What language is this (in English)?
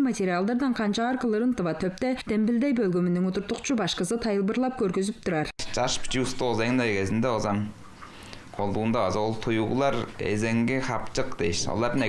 Tuvinian